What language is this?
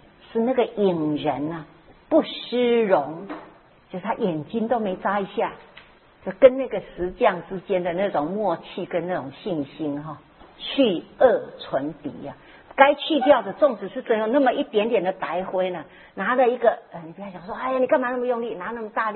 Chinese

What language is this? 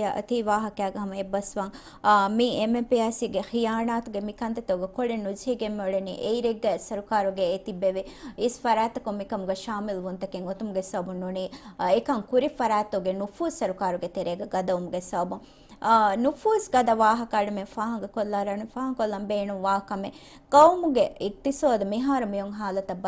Divehi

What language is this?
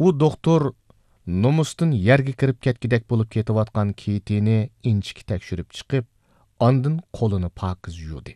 Uyghur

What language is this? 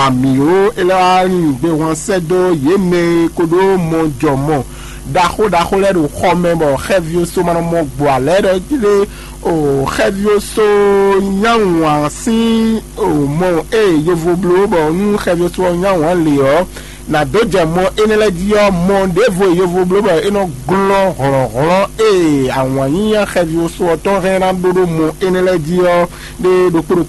Fon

